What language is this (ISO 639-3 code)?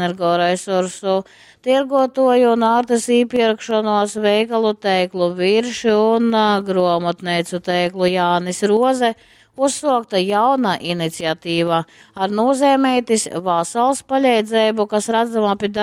ltg